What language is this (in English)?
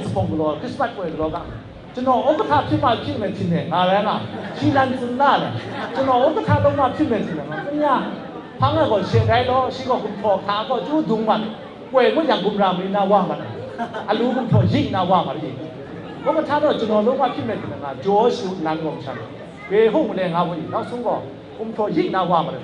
Kachin